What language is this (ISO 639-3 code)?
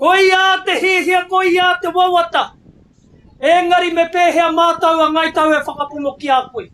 mri